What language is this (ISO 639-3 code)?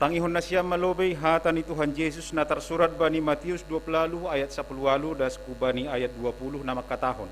bts